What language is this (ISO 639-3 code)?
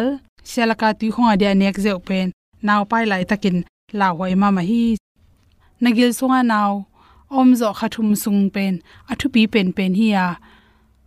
ctd